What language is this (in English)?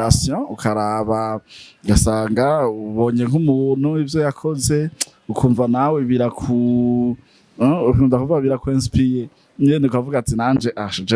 Rundi